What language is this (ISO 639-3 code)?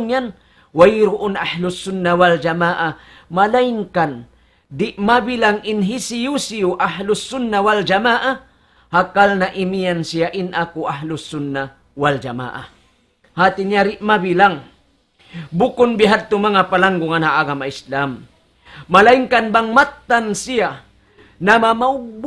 tsg